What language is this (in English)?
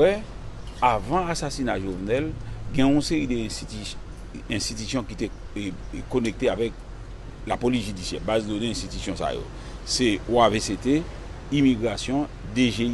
Haitian Creole